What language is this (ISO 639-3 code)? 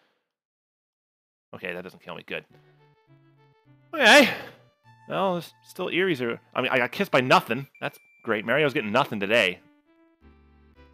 eng